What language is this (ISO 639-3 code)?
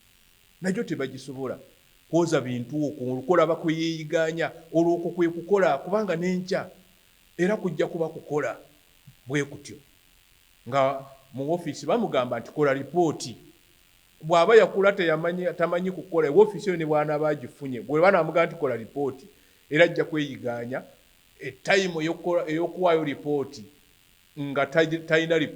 lug